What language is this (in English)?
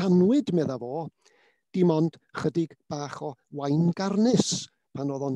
Welsh